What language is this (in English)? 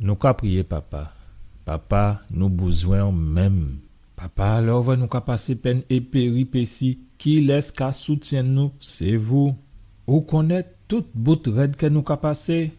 Guadeloupean Creole French